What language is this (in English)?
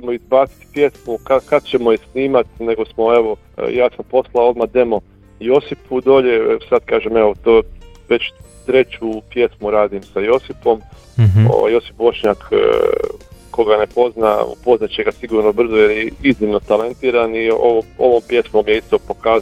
Croatian